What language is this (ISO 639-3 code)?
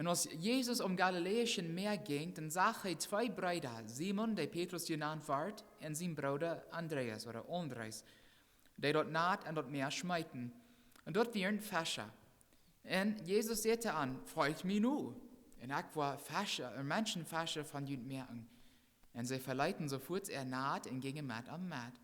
pdt